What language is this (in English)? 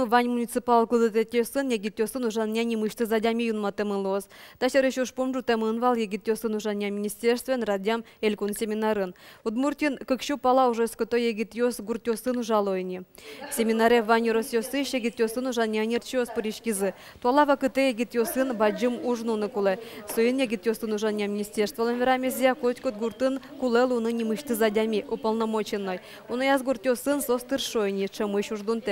Udmurt